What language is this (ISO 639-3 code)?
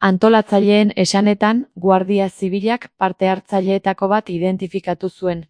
eus